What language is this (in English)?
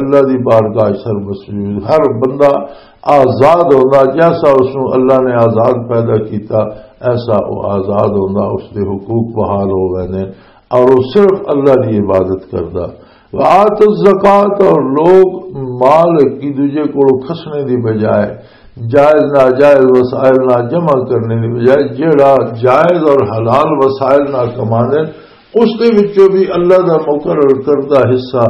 Western Panjabi